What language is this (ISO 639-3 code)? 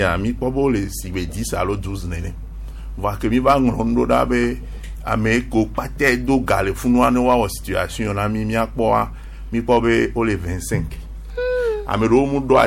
gej